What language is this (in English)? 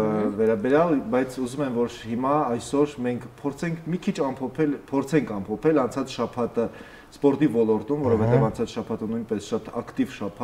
Armenian